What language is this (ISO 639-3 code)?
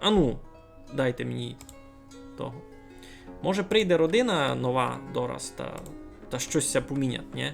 rue